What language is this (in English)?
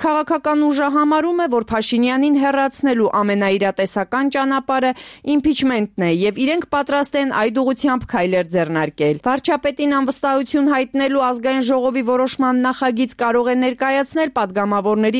Armenian